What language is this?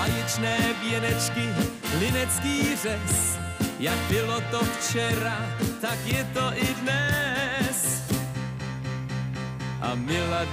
Czech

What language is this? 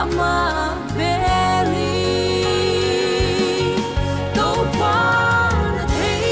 Paite Chin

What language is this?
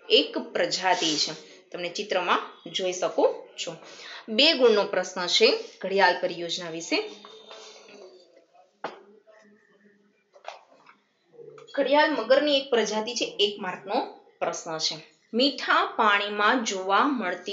Gujarati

